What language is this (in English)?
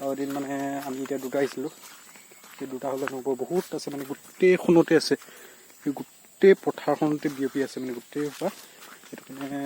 Assamese